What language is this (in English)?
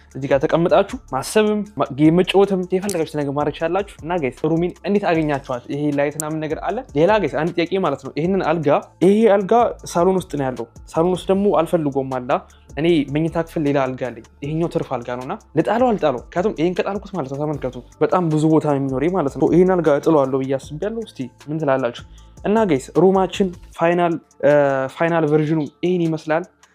Amharic